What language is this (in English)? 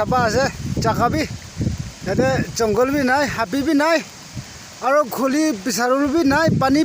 Naga Pidgin